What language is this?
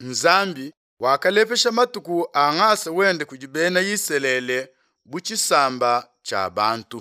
Luba-Lulua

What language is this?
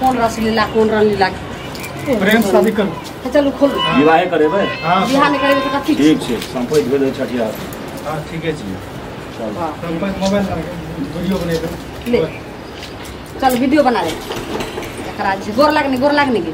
Maithili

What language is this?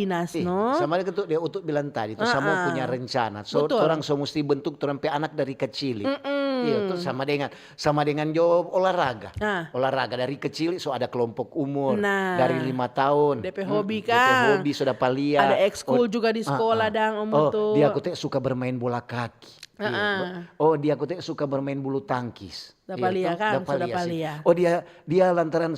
Manado Malay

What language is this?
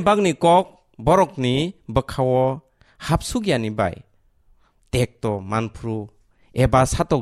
Kok Borok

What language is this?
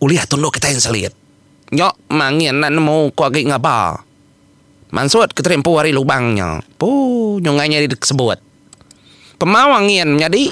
Iban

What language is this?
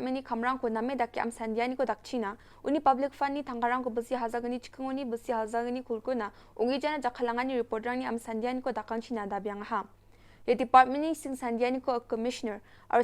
Garo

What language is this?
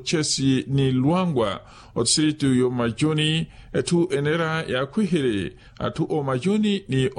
Makhuwa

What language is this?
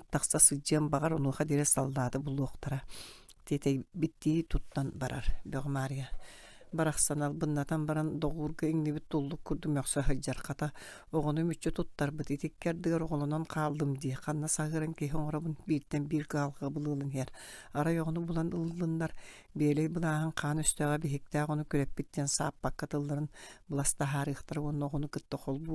Yakut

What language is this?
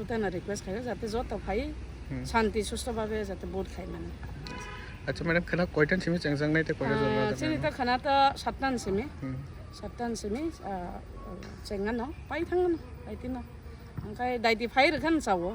Kok Borok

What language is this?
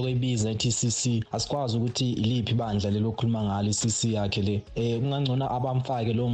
North Ndebele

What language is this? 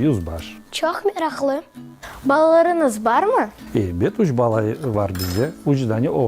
Crimean Tatar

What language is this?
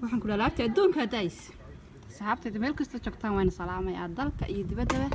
Somali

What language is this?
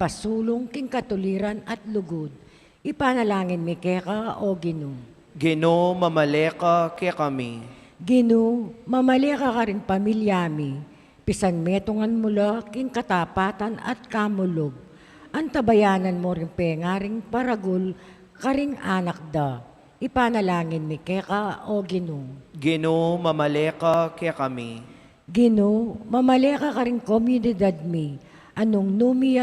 Pampanga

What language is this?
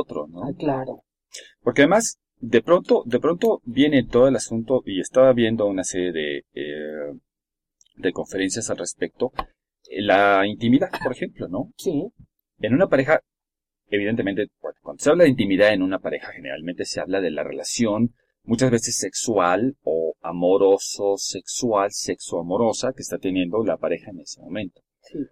Spanish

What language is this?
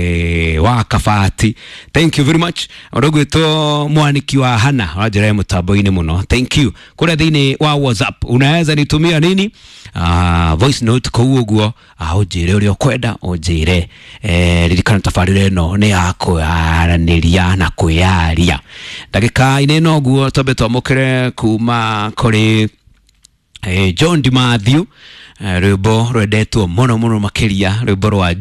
Kikuyu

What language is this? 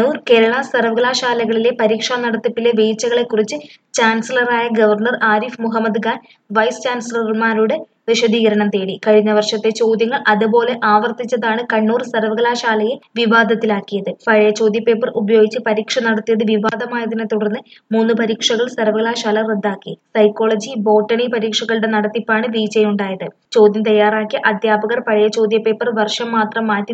Malayalam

